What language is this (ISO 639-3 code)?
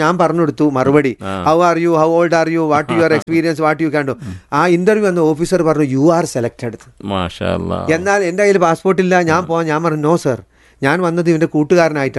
mal